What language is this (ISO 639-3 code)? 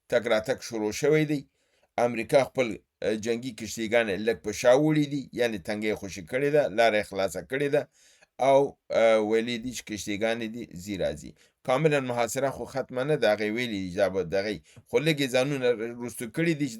pus